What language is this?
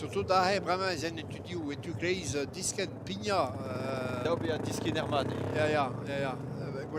Breton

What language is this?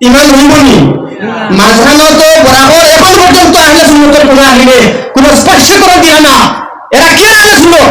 Sylheti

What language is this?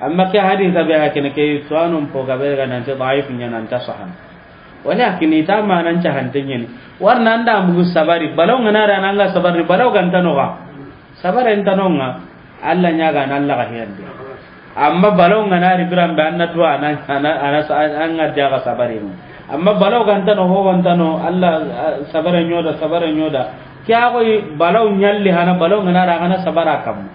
Soninke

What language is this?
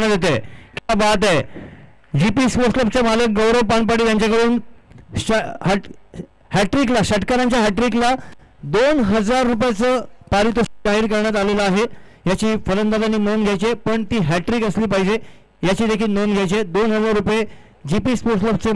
Marathi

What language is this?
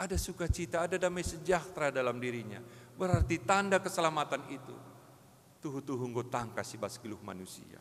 Batak Karo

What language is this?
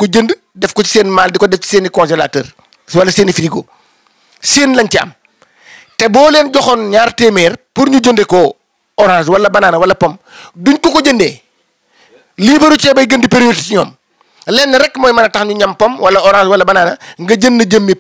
Wolof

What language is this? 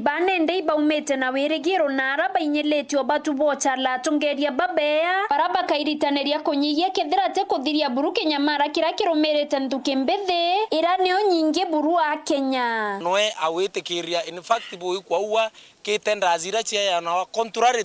Meru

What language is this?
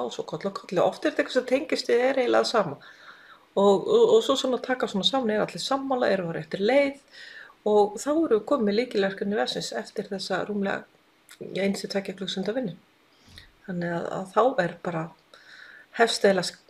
Icelandic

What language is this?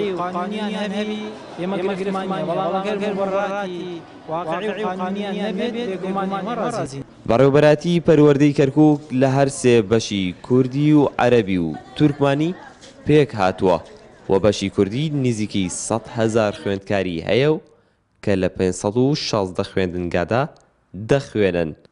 Central Kurdish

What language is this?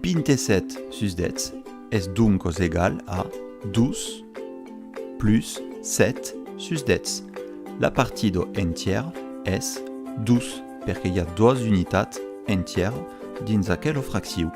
Occitan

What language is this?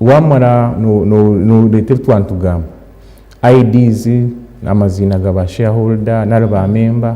Nyankole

